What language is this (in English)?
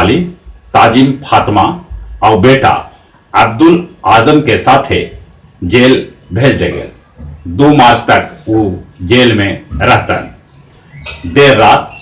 Magahi